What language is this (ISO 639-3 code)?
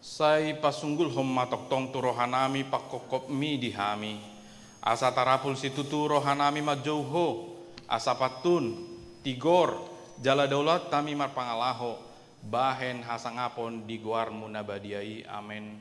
bbc